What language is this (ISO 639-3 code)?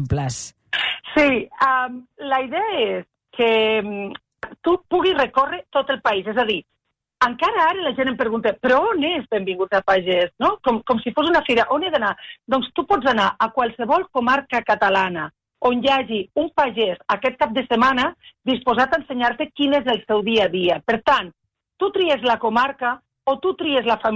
cat